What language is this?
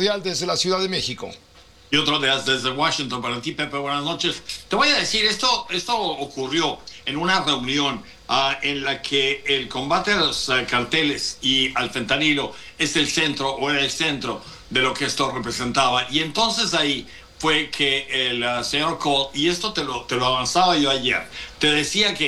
Spanish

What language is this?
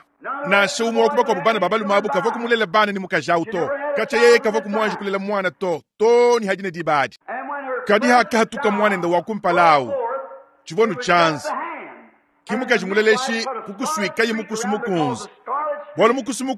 Luba-Lulua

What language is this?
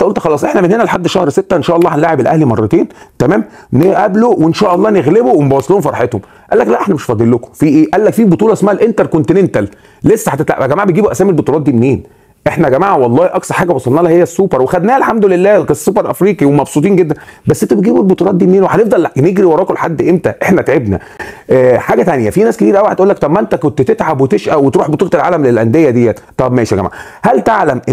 Egyptian Arabic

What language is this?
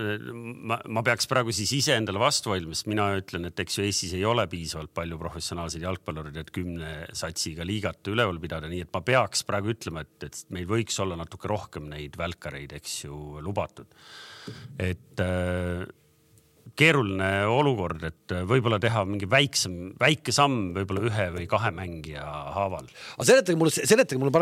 Estonian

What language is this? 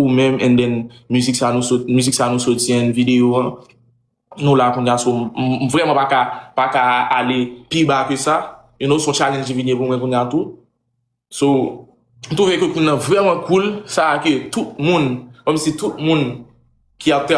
Haitian Creole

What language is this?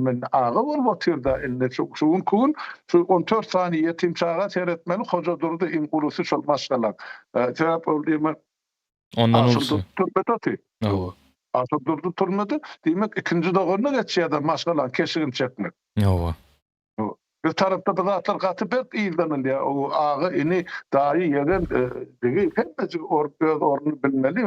Turkmen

